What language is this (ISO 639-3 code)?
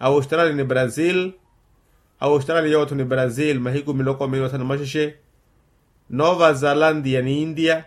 vmw